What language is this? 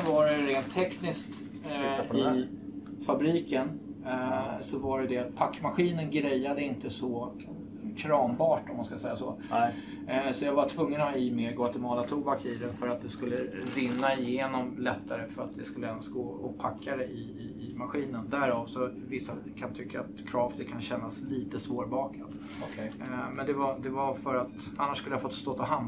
Swedish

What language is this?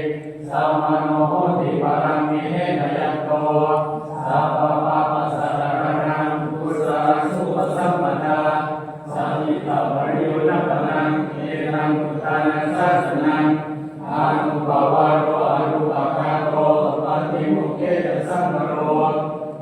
Pali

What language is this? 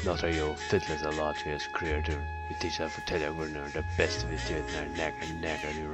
Faroese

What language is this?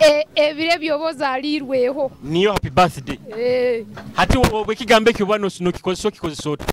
Nyoro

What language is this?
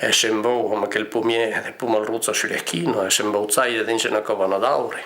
Occitan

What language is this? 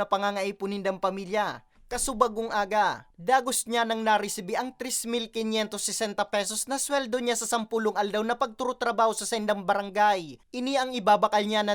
Bikol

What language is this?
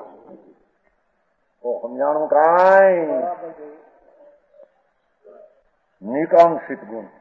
Gujarati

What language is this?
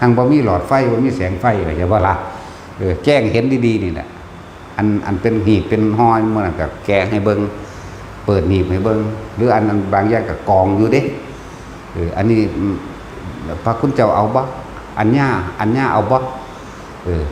Lao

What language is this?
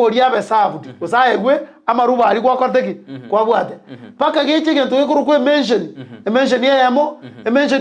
Gusii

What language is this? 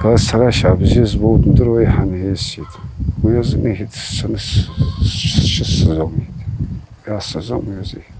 Abkhazian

